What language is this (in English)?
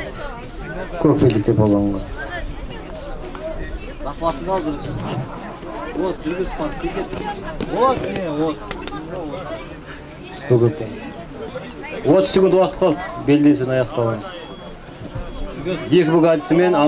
Kazakh